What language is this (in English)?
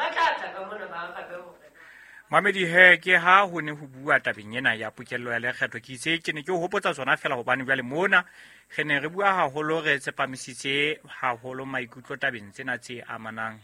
Southern Sotho